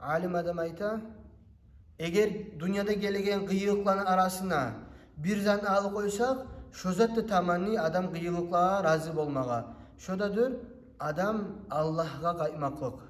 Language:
Kumyk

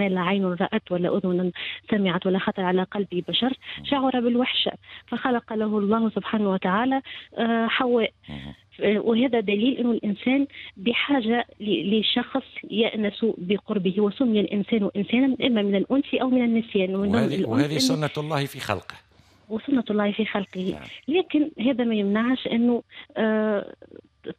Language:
Tunisian Arabic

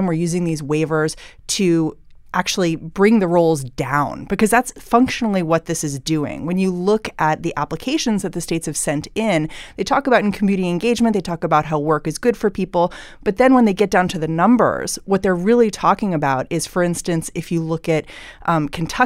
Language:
English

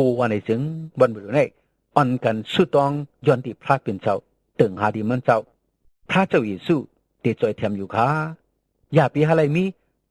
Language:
Shan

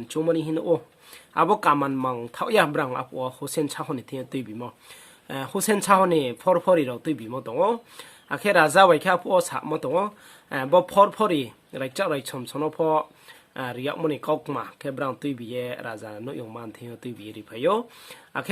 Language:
Riang (India)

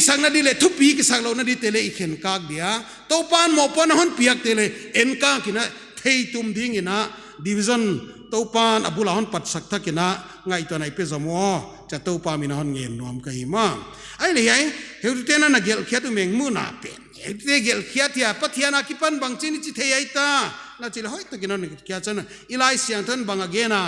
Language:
Paite Chin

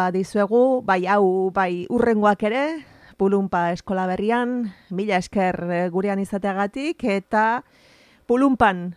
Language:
Basque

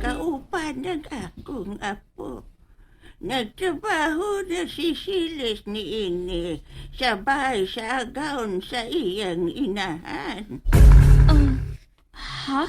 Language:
Cebuano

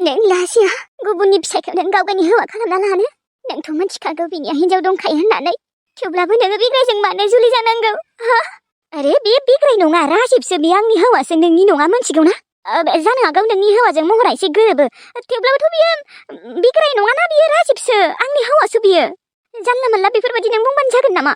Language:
Bodo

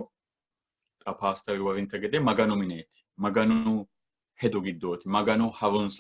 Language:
Sidamo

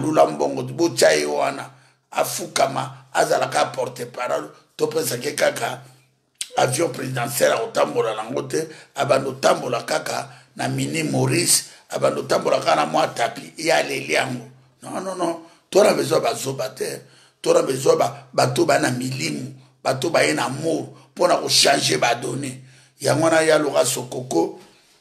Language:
Lingala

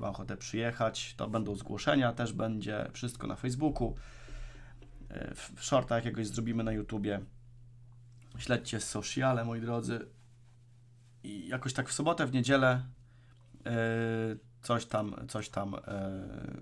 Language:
Polish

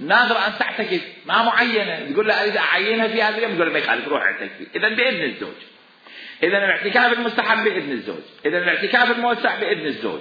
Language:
Mesopotamian Arabic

